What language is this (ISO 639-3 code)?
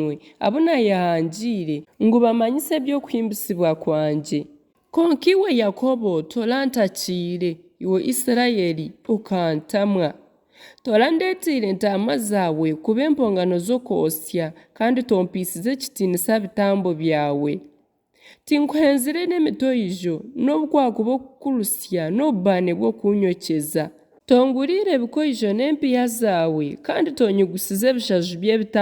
nyn